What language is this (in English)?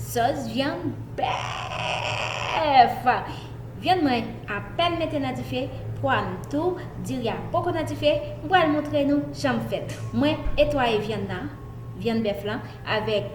Haitian Creole